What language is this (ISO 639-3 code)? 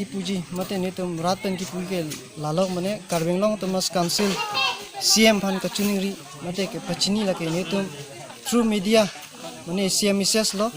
mjw